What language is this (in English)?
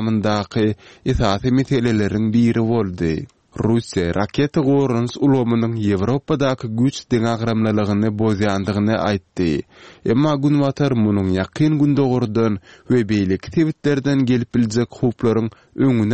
Turkmen